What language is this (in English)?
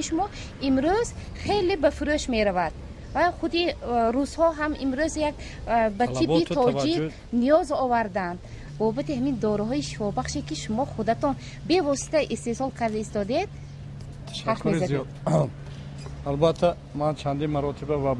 Tajik